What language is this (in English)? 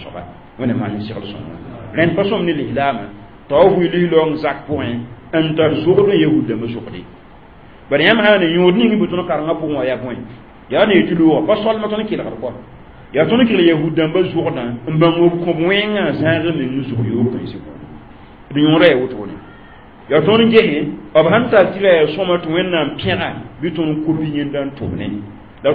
Mossi